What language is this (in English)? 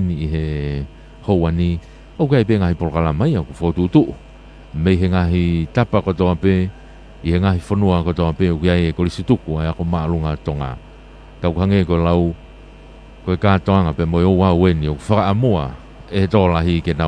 Tongan